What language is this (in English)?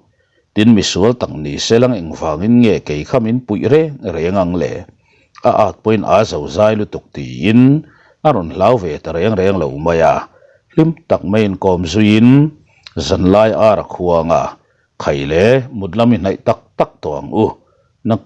Mizo